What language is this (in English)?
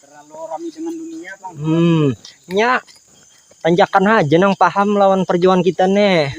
Banjar